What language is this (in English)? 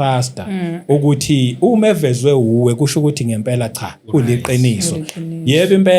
Zulu